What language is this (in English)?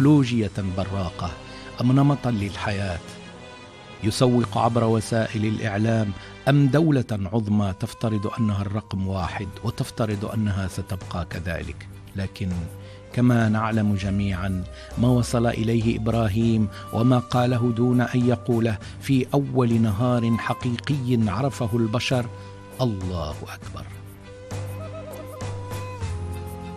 Arabic